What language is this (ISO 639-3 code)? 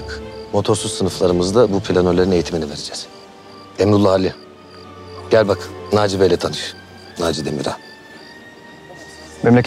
tur